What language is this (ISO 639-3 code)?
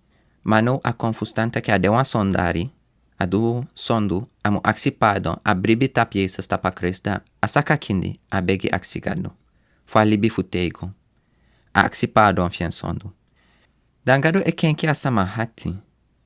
srn